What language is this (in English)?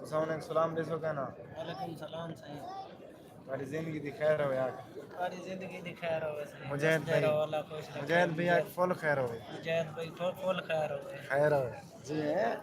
Saraiki